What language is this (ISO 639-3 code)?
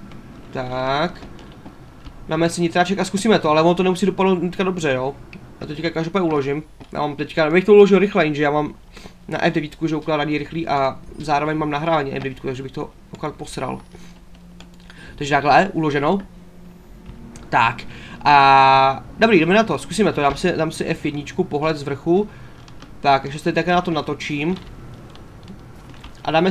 ces